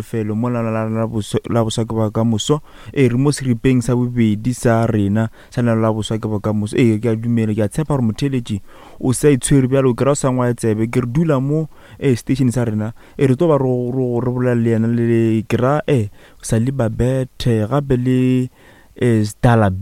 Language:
Northern Sotho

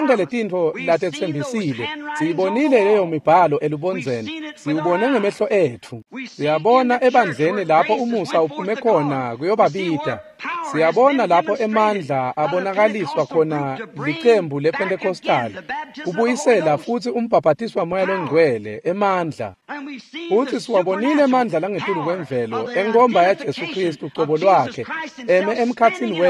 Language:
Swati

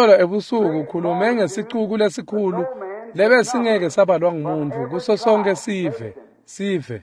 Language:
Swati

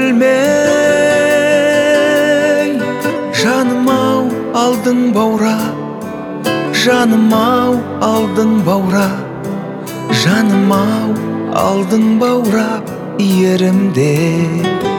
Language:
Kazakh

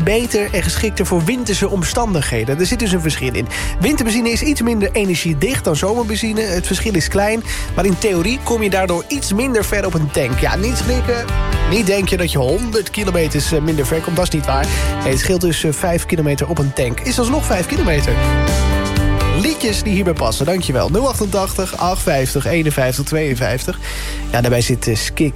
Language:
Dutch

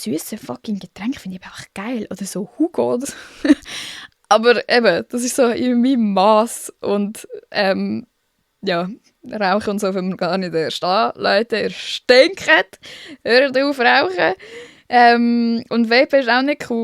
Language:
Swiss German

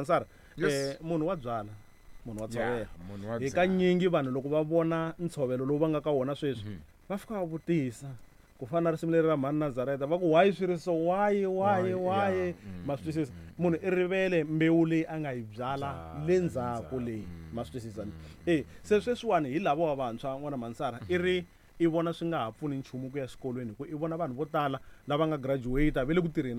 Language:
Tsonga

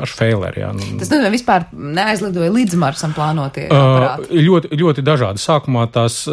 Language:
Latvian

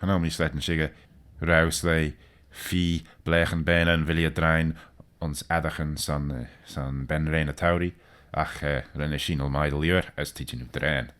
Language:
Manx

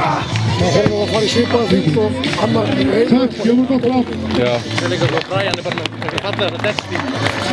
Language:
Icelandic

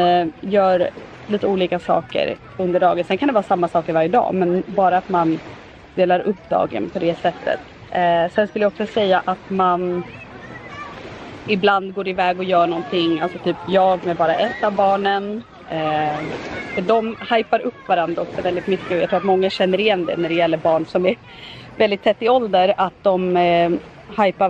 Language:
Swedish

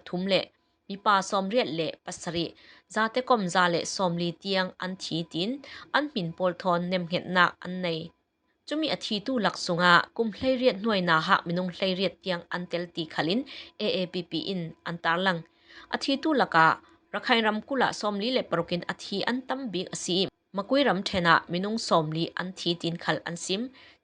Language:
Falam Chin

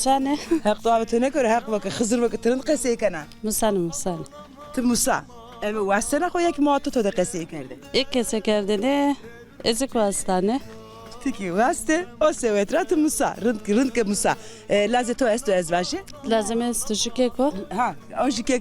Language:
Zaza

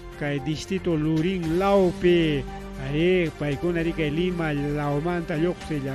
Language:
Ayacucho Quechua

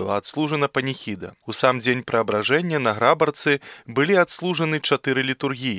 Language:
Belarusian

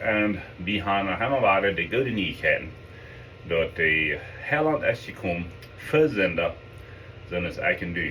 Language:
Plautdietsch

